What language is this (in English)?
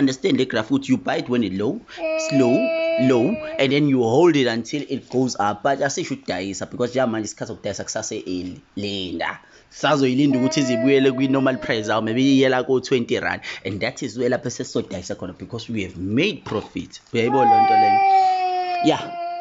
Zulu